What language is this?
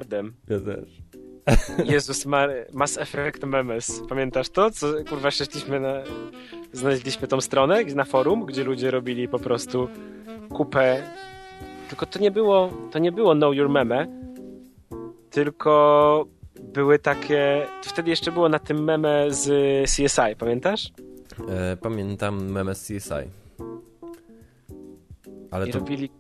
Polish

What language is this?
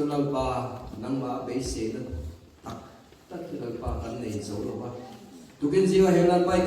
Mizo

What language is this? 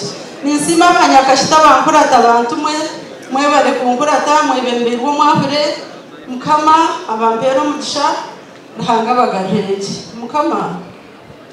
Nyankole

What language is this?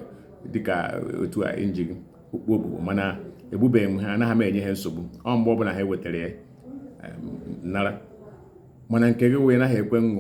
Igbo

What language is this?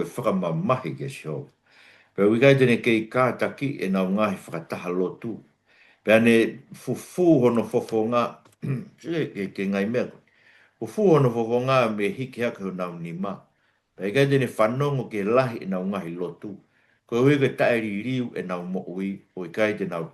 Tongan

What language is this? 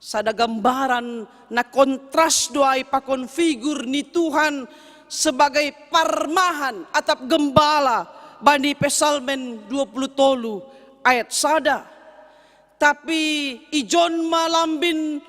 Batak Simalungun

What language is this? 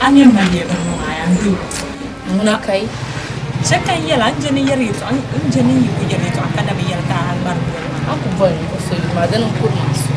Dagbani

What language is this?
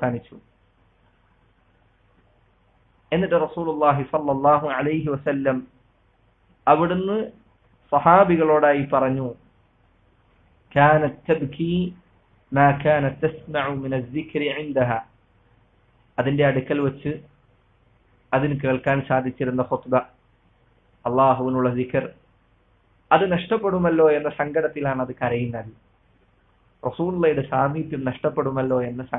Malayalam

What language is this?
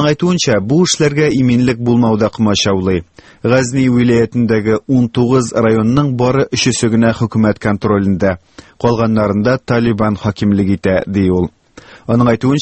Tatar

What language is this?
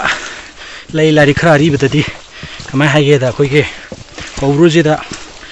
Manipuri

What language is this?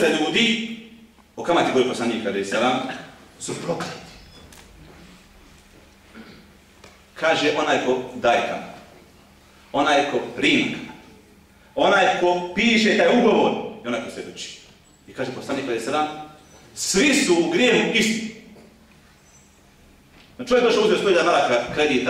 Bosnian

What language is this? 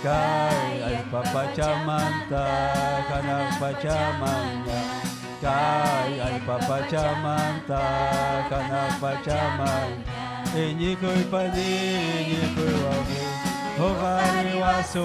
Ayacucho Quechua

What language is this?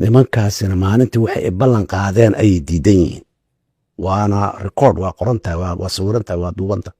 Somali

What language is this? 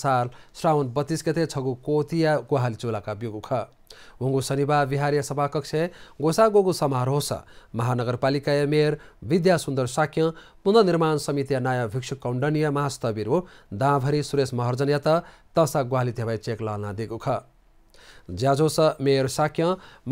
Newari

